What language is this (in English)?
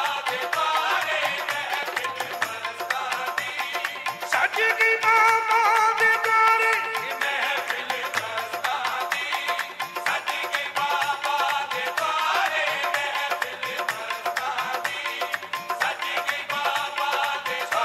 Punjabi